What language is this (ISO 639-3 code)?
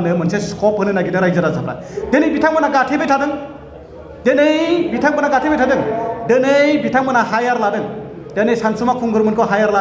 brx